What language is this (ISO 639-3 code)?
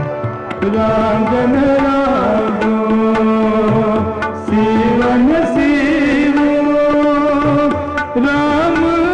pan